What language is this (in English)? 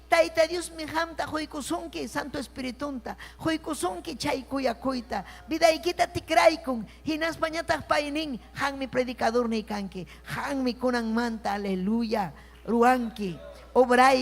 Ayacucho Quechua